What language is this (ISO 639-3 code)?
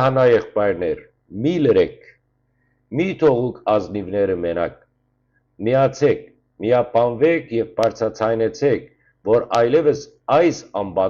hyw